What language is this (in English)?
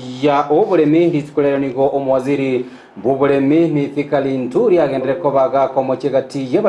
Gusii